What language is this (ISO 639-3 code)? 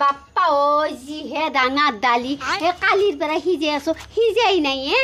asm